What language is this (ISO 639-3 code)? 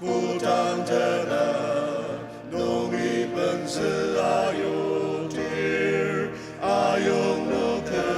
njo